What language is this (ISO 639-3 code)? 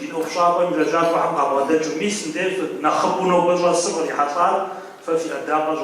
kbd